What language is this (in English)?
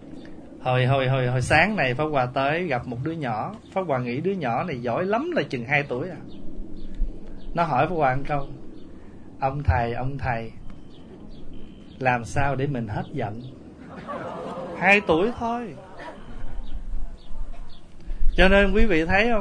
Vietnamese